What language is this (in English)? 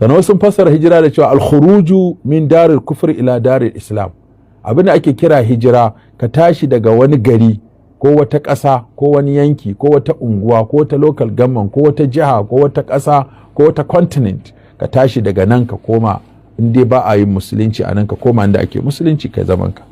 Hausa